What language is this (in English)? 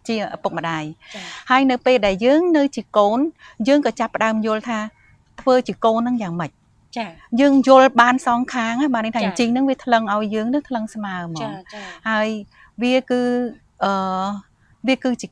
Khmer